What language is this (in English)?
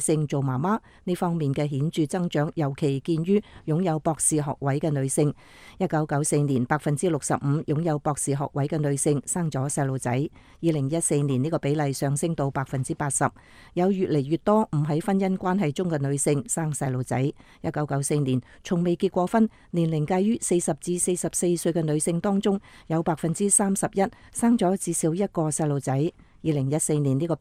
Cantonese